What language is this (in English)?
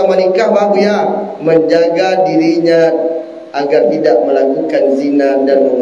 Minangkabau